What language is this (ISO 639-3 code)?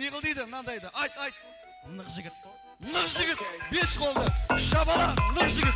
kaa